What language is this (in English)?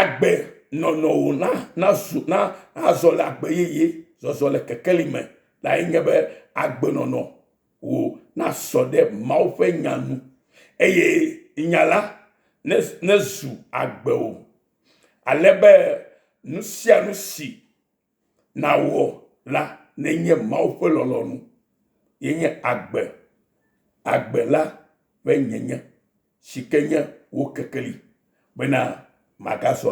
Ewe